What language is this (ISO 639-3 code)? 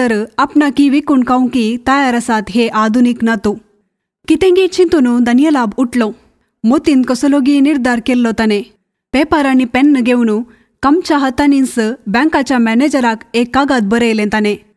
kok